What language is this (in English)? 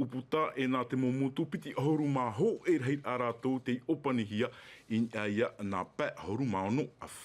Tahitian